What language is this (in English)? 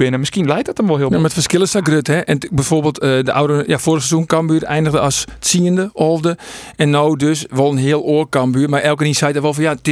Western Frisian